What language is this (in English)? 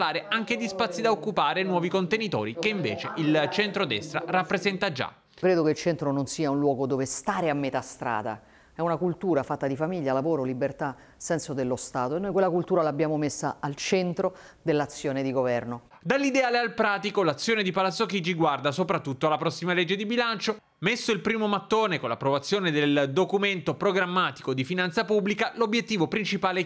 Italian